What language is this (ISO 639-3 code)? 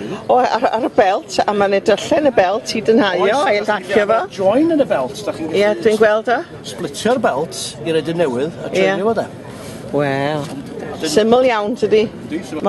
cym